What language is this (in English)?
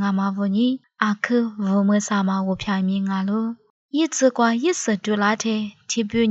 Lisu